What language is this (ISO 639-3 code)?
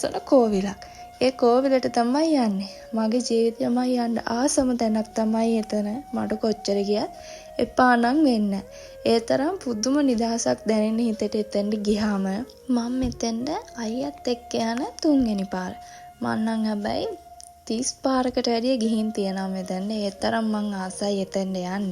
sin